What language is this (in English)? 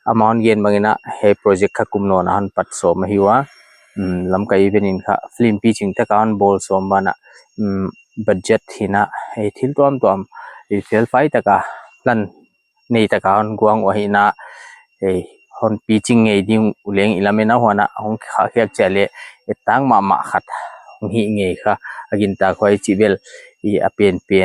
Paite Chin